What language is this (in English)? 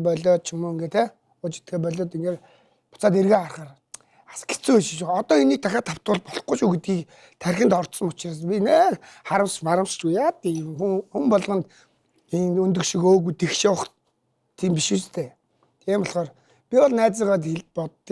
Mongolian